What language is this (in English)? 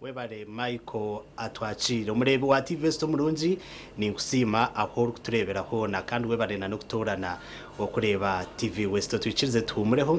Nyankole